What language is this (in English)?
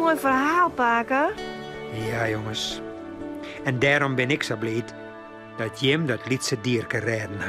Western Frisian